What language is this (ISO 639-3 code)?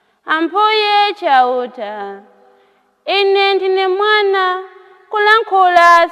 nya